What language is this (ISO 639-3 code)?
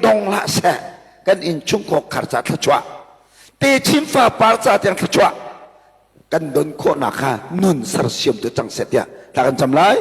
cnh